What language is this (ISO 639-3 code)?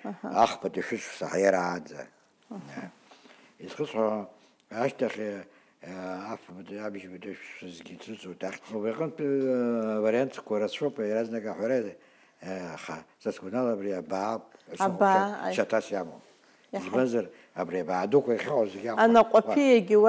abk